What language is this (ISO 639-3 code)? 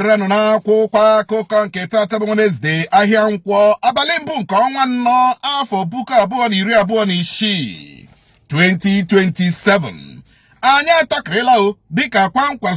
ibo